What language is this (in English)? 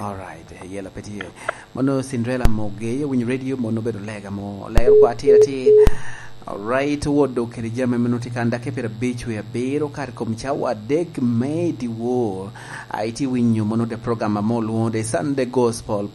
Lango (Uganda)